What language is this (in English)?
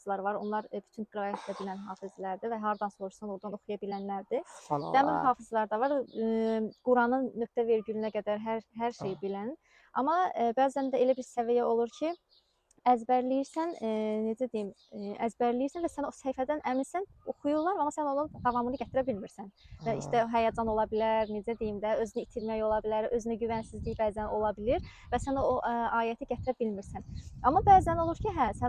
Azerbaijani